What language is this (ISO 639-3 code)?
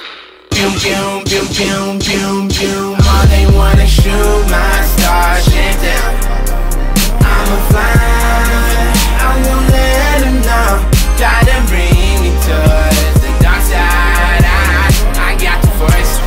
eng